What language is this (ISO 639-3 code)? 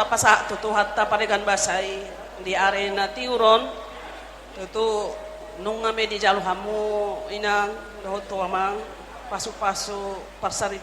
bbc